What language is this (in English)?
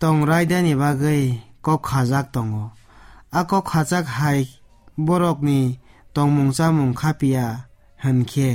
Kok Borok